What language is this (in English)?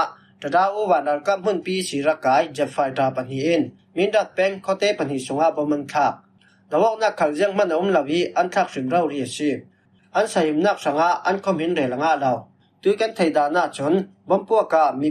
Falam Chin